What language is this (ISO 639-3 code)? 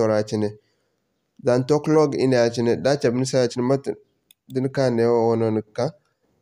dje